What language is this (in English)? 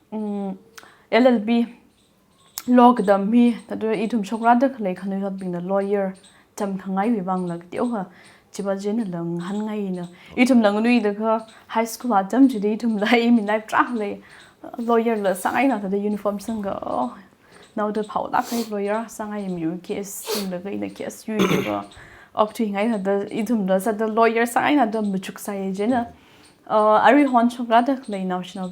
Tangkhul Naga (India)